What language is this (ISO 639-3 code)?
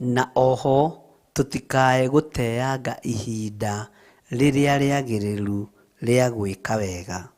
kik